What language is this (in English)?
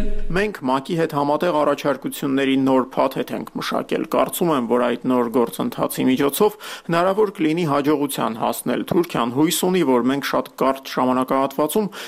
Armenian